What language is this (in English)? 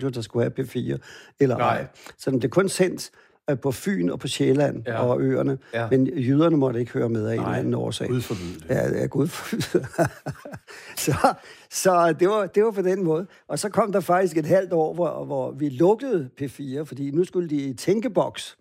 Danish